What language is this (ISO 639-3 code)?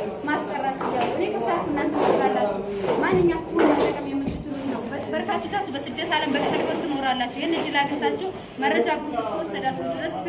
amh